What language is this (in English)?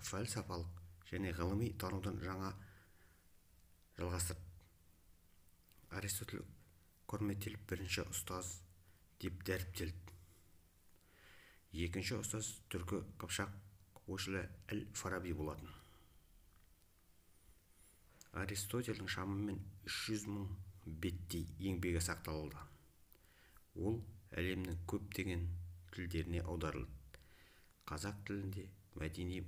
Kazakh